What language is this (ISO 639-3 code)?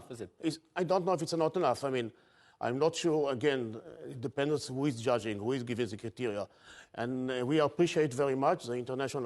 eng